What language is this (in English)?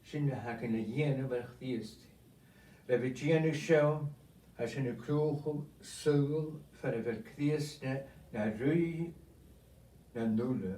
Scottish Gaelic